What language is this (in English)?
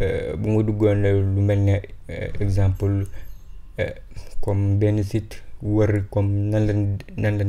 Wolof